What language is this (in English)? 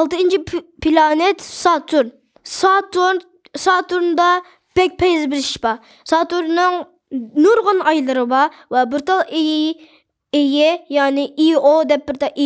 Uyghur